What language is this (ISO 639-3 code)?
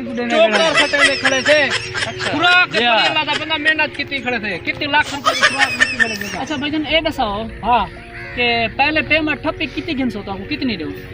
skr